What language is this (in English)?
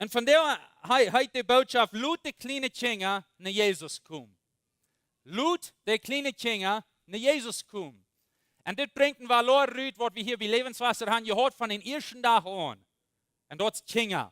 Plautdietsch